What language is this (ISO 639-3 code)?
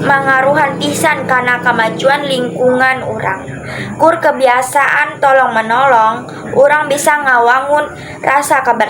sun